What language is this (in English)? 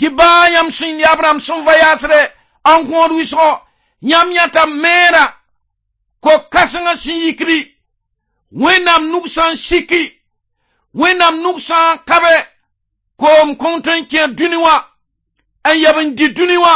Mossi